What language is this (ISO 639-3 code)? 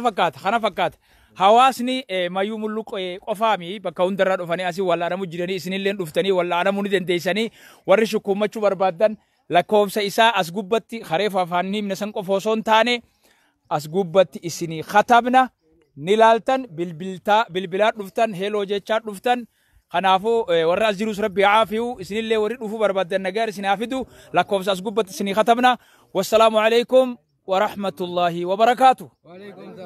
orm